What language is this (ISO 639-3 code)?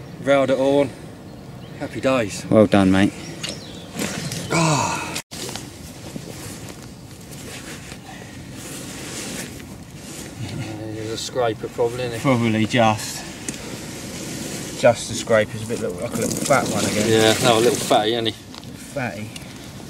eng